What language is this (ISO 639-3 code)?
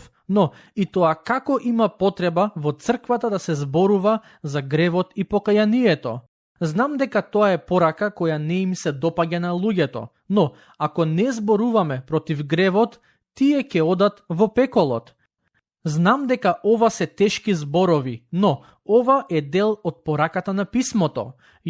mkd